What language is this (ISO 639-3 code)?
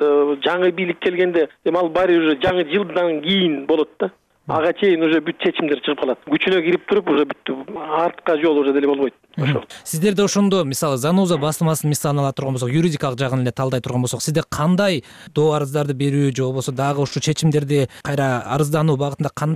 kir